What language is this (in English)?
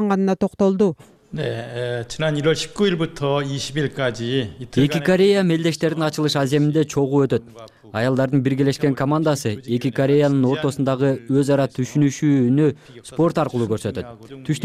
Kyrgyz